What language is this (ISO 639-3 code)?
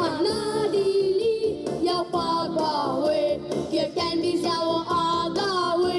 gag